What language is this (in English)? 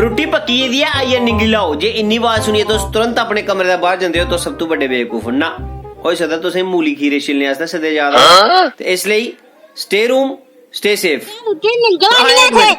Dogri